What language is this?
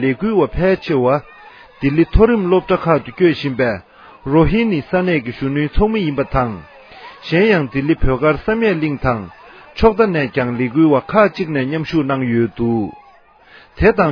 Tibetan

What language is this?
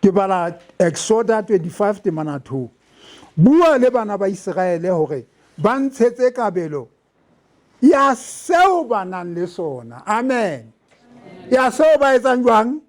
Southern Sotho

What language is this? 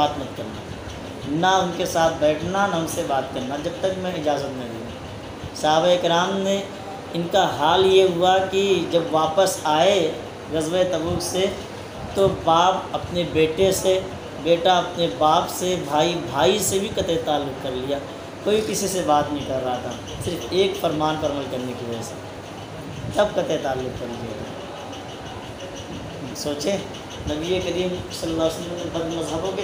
Urdu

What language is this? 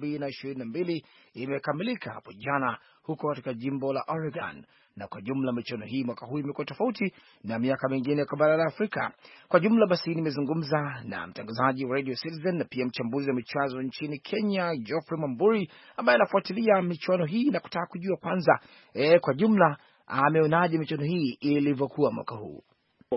Swahili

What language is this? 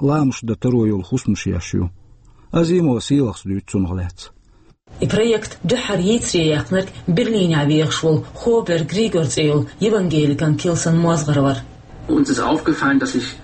Chechen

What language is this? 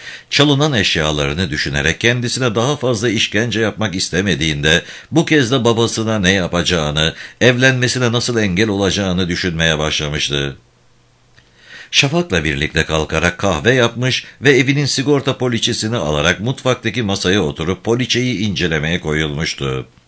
Turkish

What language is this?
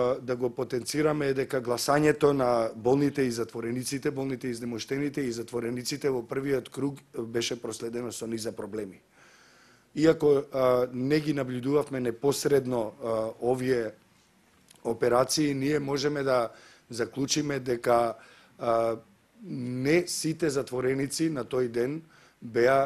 Macedonian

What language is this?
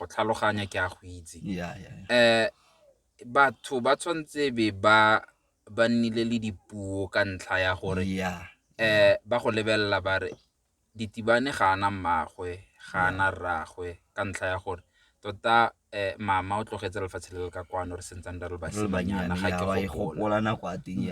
Tswana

